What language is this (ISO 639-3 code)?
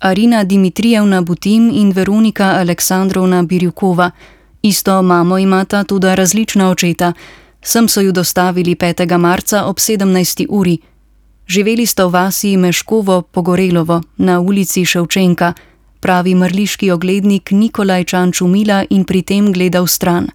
slv